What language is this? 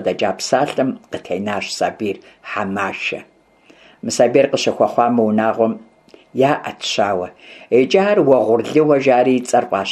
Kabardian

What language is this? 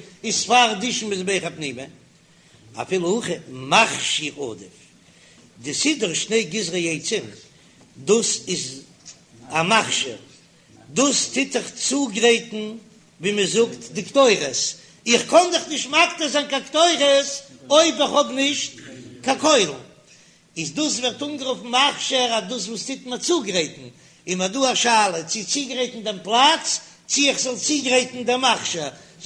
Yiddish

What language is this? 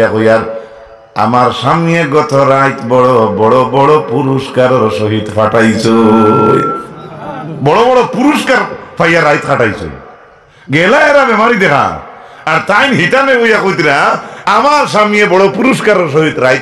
Sylheti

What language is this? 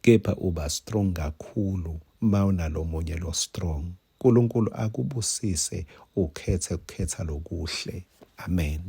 Swati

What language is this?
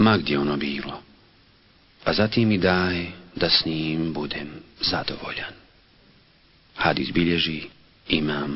Bosnian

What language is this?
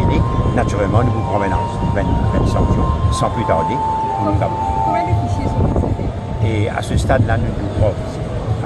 Morisyen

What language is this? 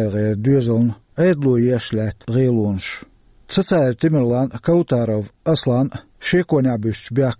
Chechen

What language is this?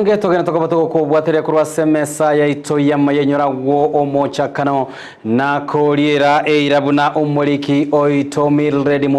Gusii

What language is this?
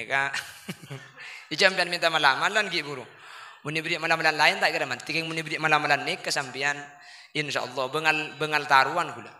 Madurese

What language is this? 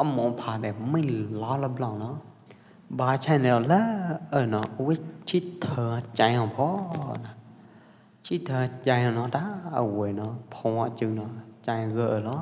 Pwo Eastern Karen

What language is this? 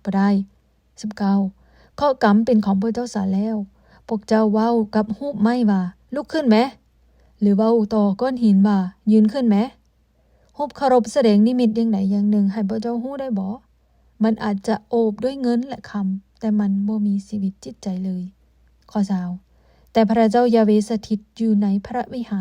Lao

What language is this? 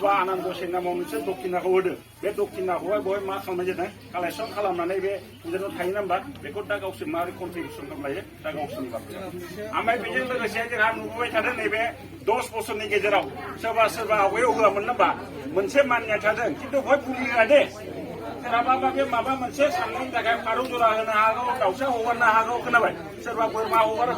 Bodo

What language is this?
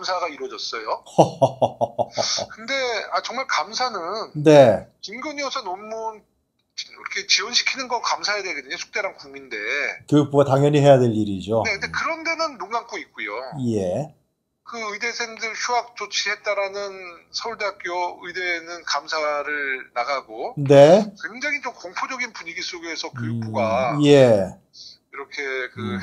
Korean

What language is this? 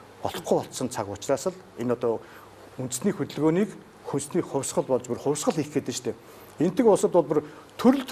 Mongolian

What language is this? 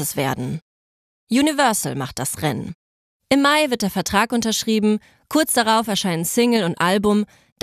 German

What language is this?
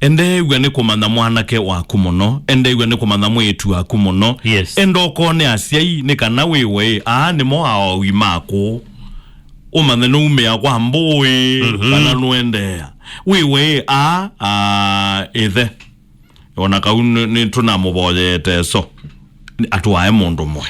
Kamba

